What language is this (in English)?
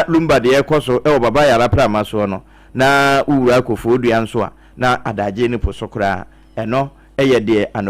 Akan